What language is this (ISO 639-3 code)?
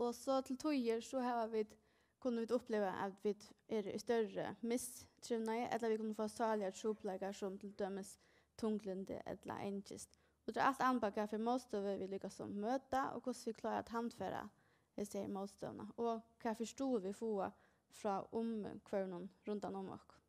fao